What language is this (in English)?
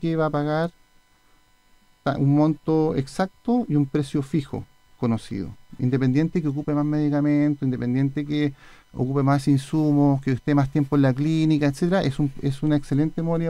Spanish